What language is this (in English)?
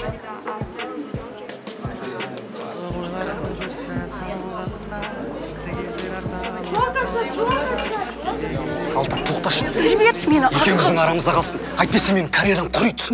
Kazakh